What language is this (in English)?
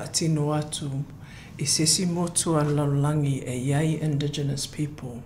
Samoan